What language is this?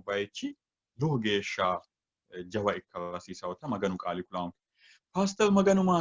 Sidamo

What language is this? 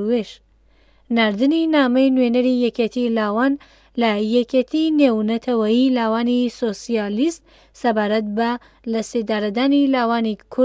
Central Kurdish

